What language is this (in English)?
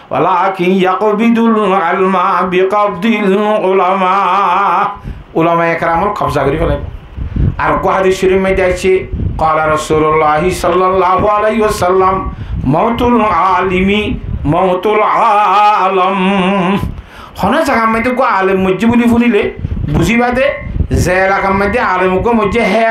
Rohingya